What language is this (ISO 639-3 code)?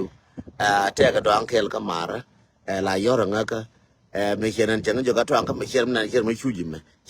nus